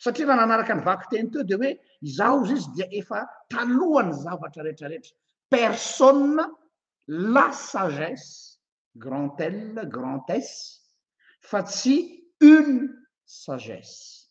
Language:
Malagasy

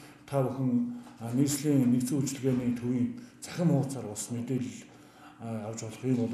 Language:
Mongolian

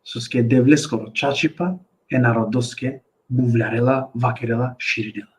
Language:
Balkan Romani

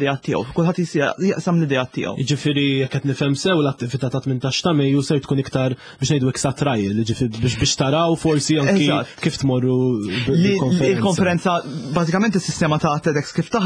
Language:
Maltese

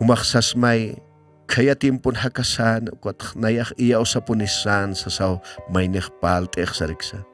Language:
Aymara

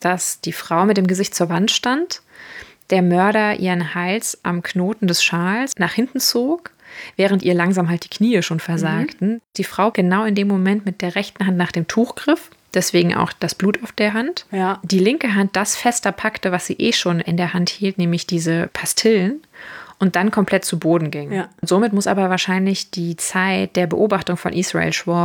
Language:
German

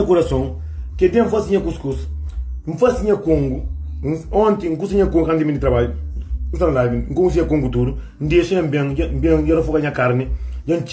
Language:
Kabuverdianu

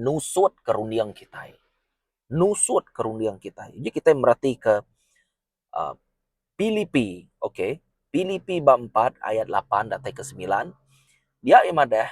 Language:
Iban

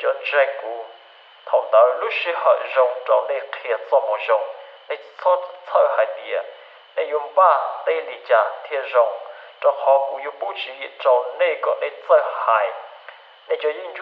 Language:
Hmong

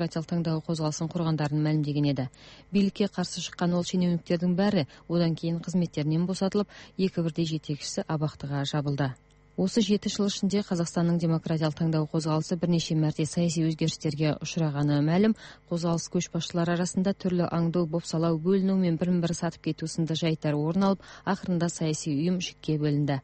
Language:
Kazakh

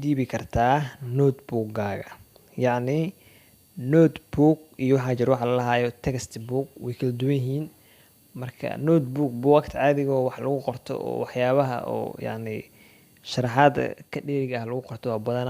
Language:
Somali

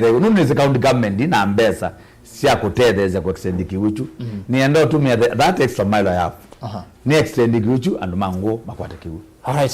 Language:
Kamba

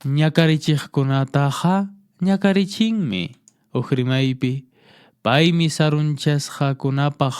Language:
Quechua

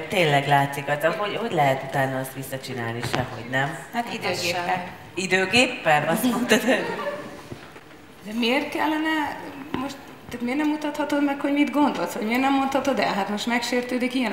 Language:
Hungarian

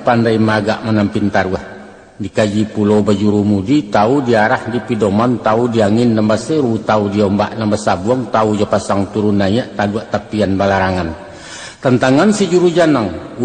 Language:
Minangkabau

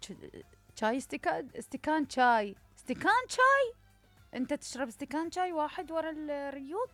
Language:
Mesopotamian Arabic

